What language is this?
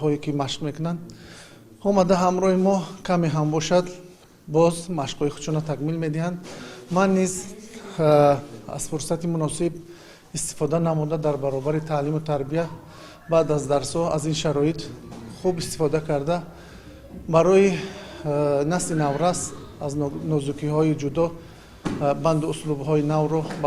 Tajik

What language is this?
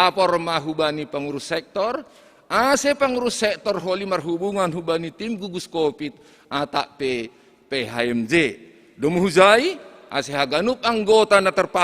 Batak Simalungun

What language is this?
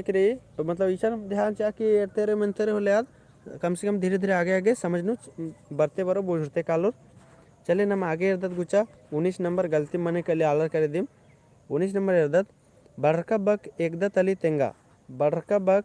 Kurukh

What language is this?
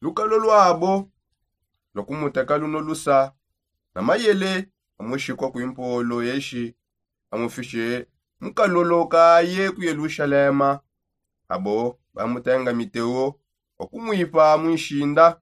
Songe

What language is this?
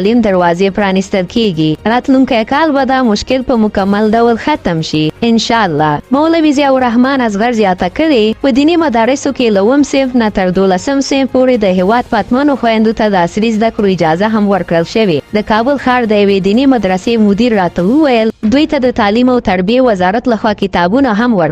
Pashto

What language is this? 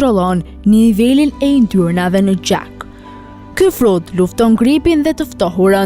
Albanian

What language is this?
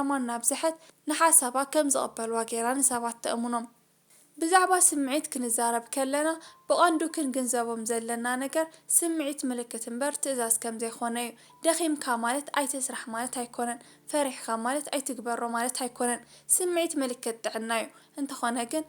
Tigrinya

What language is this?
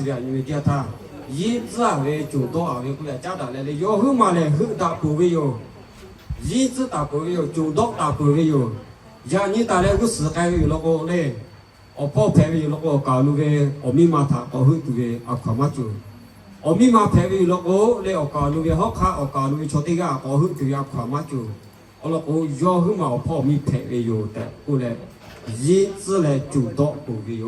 Lahu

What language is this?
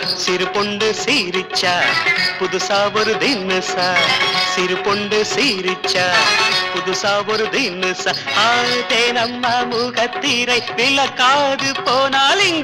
Tamil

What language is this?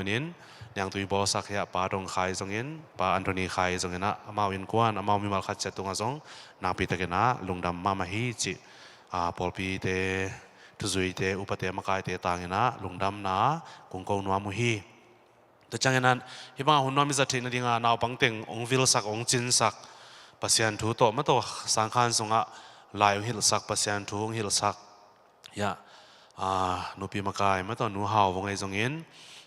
Tedim Chin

